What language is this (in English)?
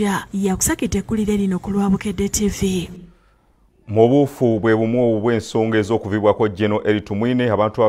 Ganda